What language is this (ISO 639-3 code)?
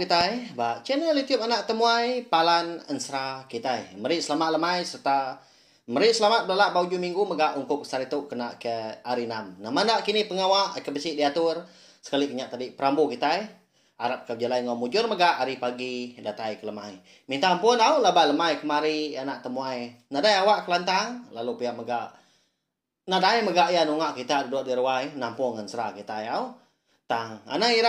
iba